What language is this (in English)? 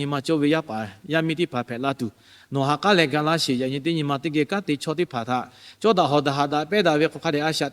Lahu